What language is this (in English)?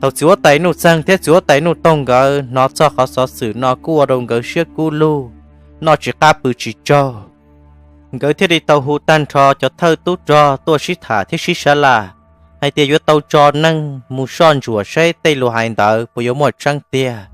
Hmong